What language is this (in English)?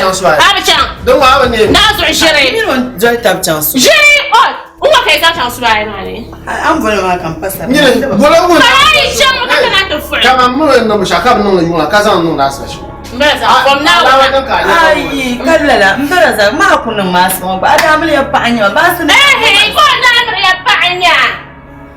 Dagbani